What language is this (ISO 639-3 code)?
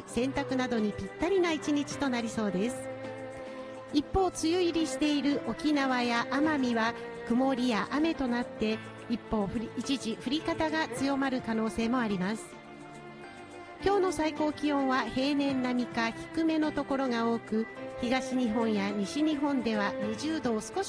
jpn